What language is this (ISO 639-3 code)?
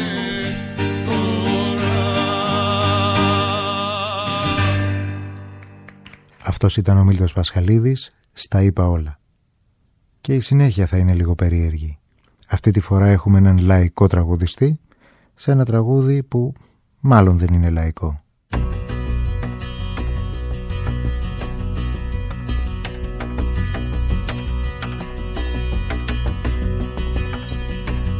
ell